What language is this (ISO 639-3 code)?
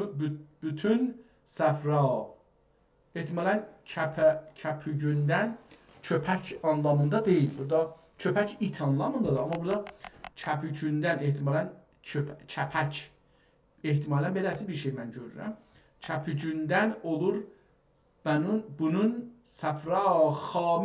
azb